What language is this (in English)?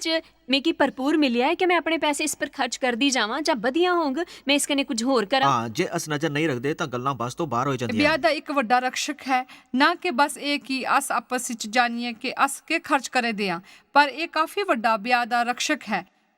Dogri